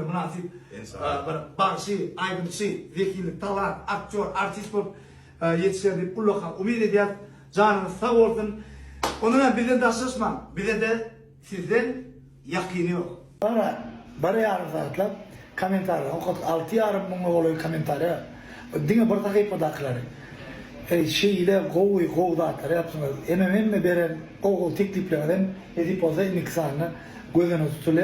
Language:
Turkmen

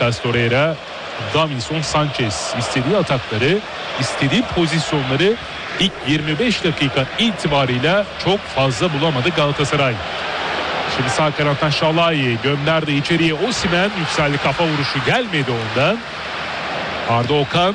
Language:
Turkish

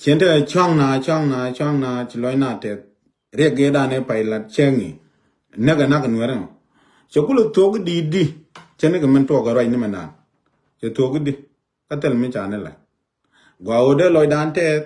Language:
Nuer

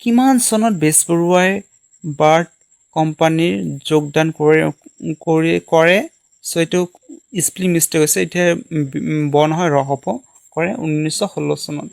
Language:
Assamese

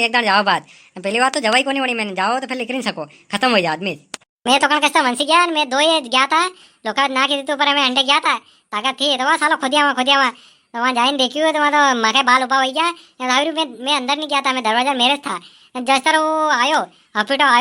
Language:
Rajasthani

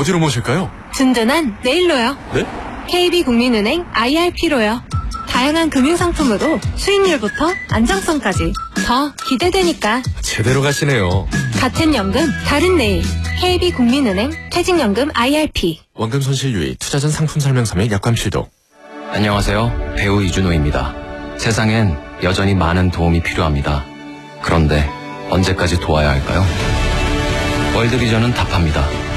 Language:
Korean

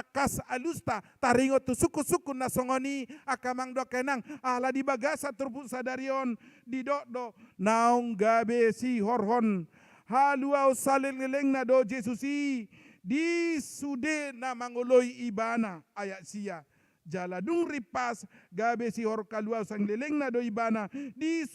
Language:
Batak Toba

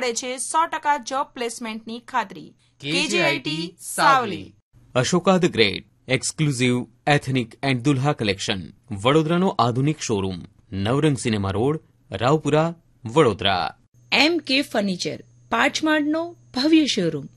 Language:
Gujarati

